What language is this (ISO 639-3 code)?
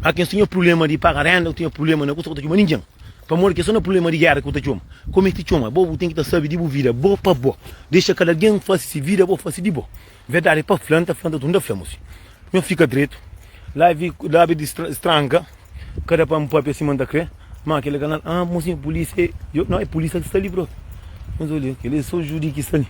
kea